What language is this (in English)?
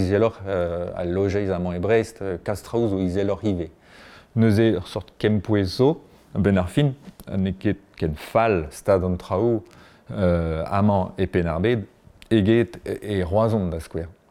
Breton